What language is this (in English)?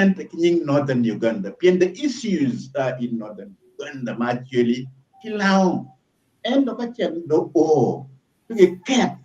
Acoli